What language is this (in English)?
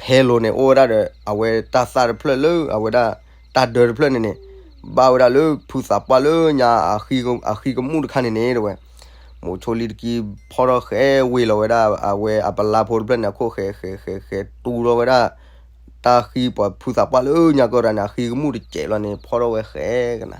S'gaw Karen